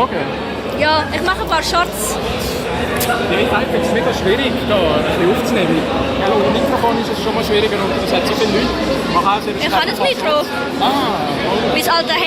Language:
Swiss German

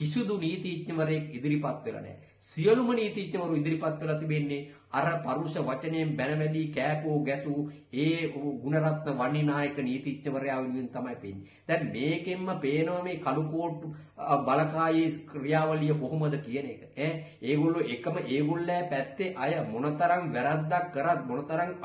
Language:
Sinhala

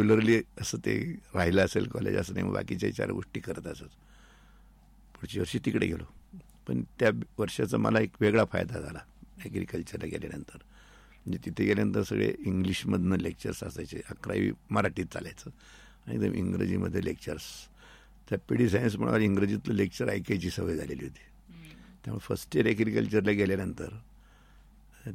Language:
Marathi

